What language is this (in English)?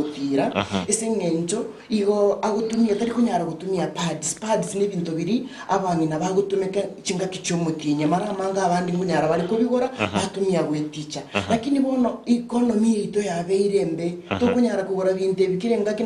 Gusii